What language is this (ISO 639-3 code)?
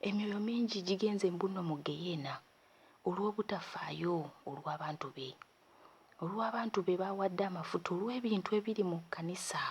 lug